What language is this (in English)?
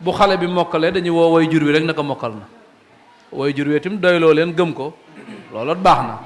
Wolof